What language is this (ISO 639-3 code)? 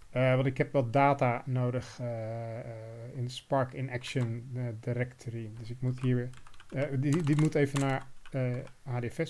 nld